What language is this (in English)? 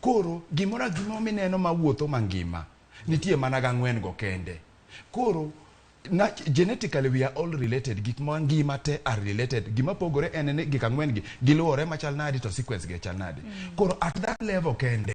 Luo (Kenya and Tanzania)